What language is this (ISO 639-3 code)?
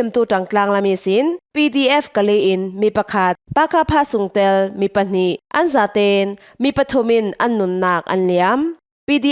cfm